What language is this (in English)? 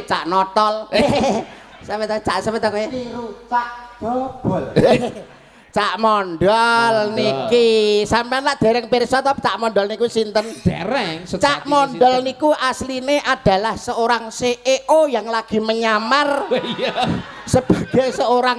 Javanese